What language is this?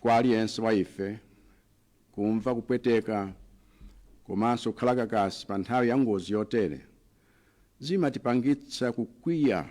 Nyanja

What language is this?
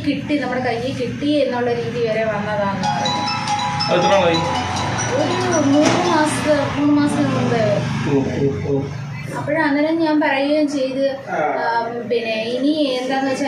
Malayalam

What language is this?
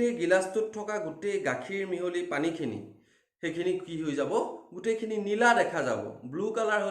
Assamese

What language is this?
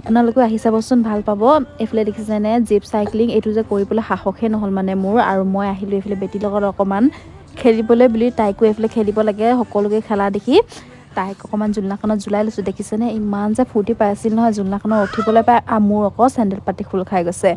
Assamese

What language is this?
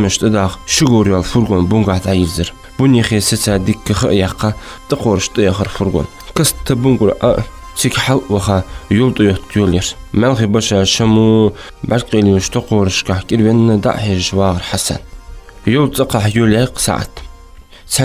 Ingush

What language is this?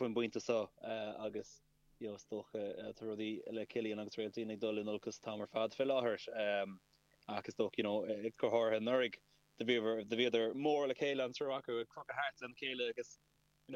Irish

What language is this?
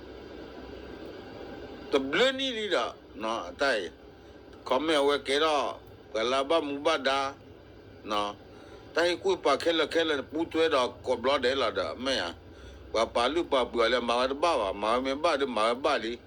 S'gaw Karen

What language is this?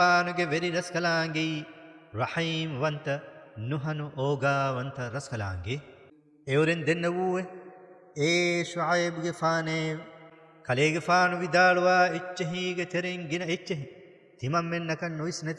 Divehi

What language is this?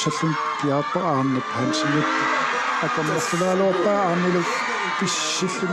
Kalaallisut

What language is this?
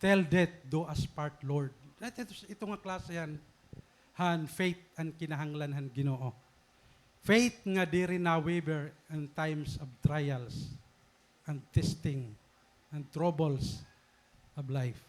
Waray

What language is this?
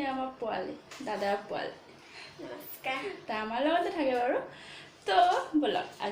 Assamese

